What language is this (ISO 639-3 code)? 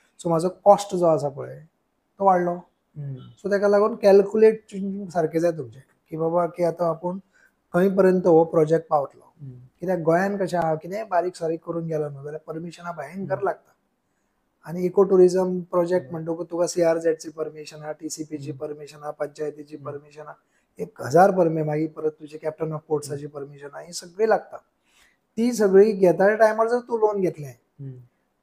kok